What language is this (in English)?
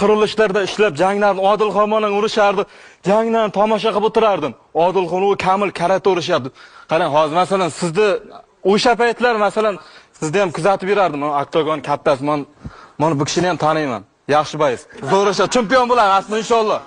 Uzbek